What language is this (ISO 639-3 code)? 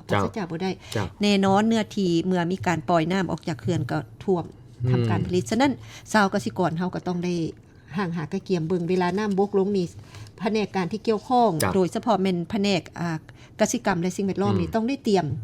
lao